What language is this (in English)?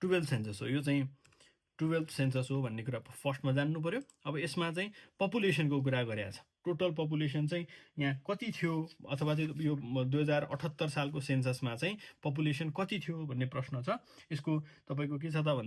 Nepali